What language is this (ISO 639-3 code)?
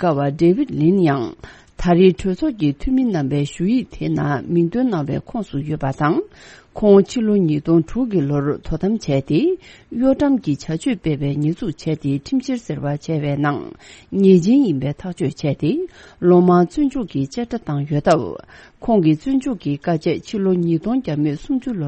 bod